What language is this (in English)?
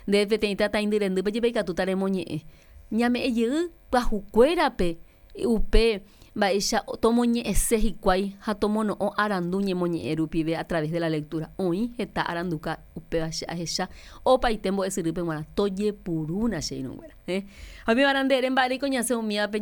Guarani